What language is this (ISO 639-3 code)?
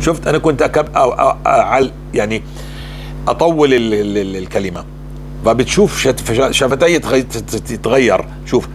apc